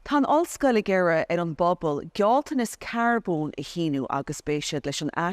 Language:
Irish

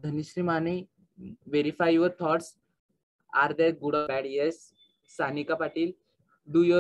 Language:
Marathi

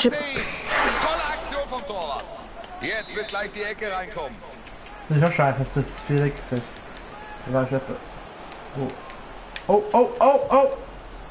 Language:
Swiss German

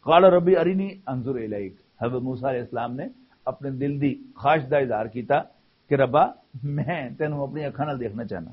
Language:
Western Panjabi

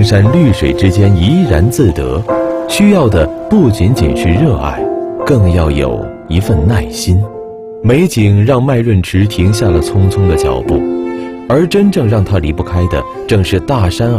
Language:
Chinese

